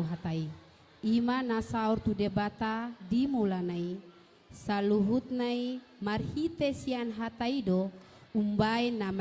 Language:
Batak Toba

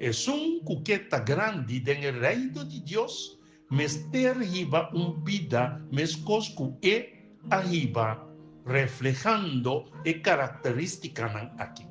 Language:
Papiamento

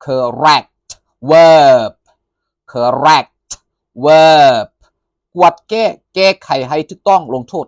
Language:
Lao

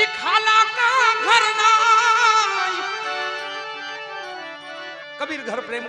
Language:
Gujarati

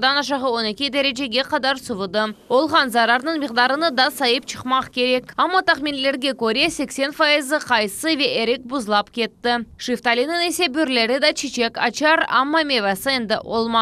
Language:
Crimean Tatar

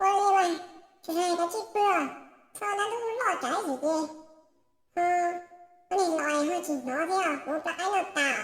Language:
Hmong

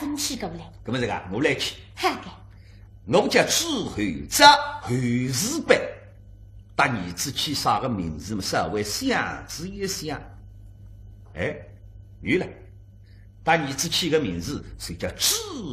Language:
Wu Chinese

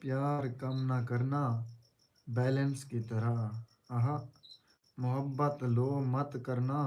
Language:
Saraiki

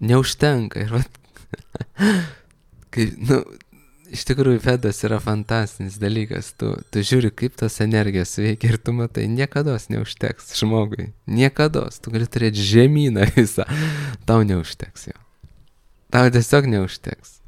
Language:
Lithuanian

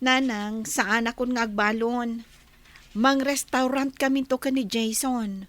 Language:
Iloko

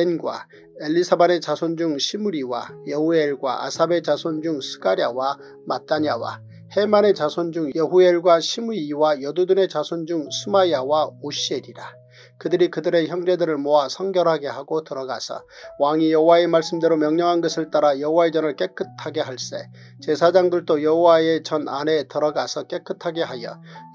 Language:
Korean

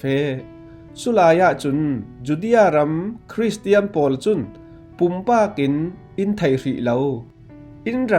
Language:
Falam Chin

